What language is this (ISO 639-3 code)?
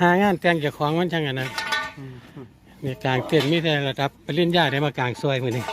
lao